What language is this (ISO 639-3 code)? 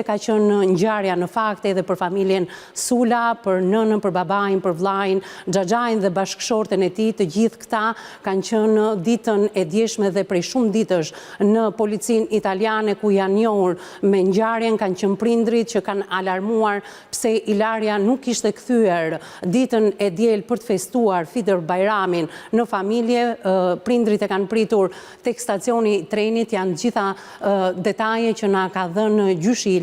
sqi